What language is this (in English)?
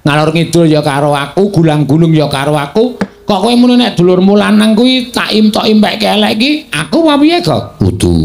Javanese